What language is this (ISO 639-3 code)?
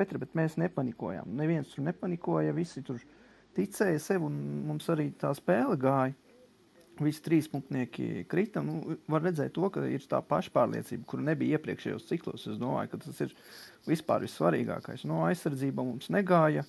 lav